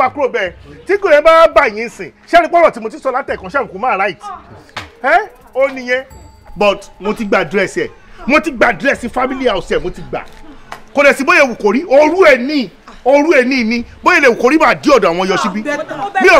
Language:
Yoruba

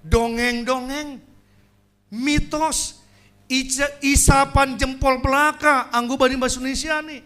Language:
Batak Simalungun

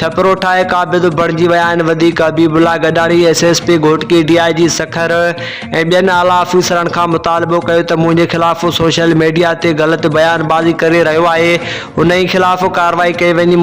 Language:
Sindhi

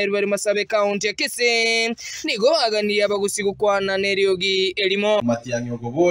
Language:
Gusii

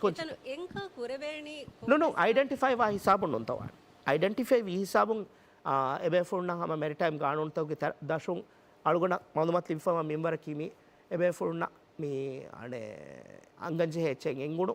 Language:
Divehi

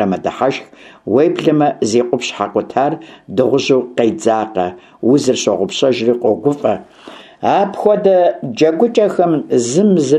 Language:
Kabardian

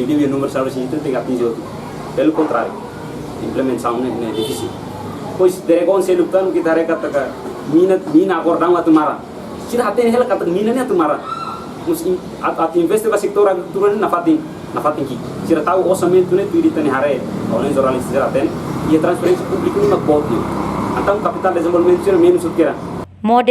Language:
Tetum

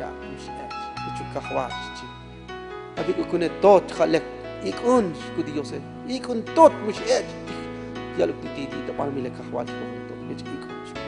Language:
Tzotzil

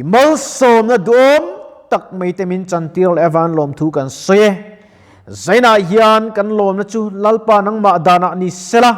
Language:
Mizo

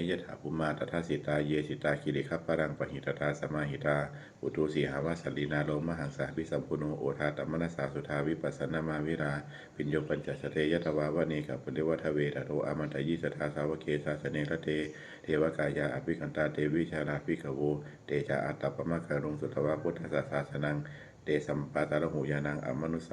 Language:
Pali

